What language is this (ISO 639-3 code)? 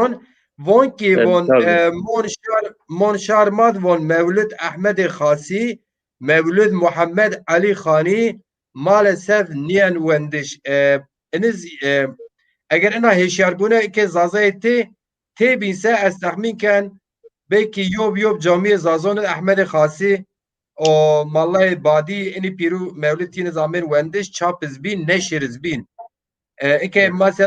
zza